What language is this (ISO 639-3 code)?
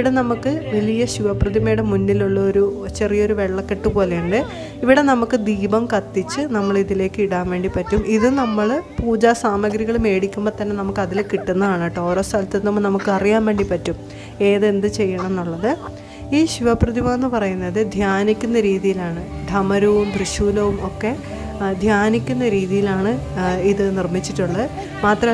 mal